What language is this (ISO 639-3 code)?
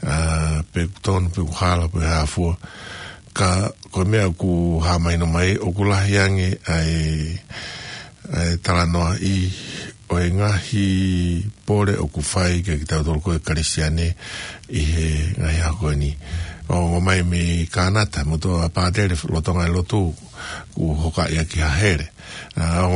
ton